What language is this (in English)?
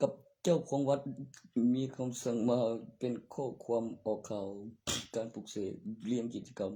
Lao